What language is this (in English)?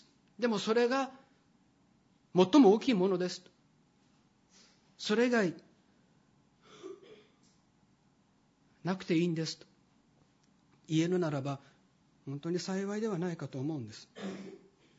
Japanese